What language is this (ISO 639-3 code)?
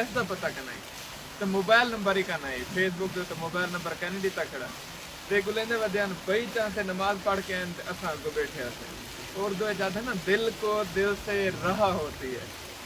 skr